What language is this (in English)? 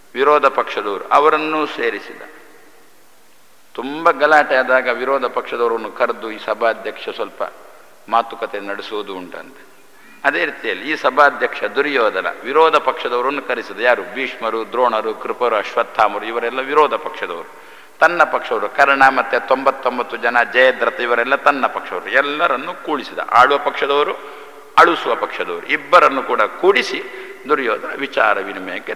Kannada